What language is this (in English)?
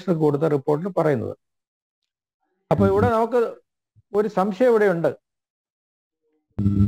Malayalam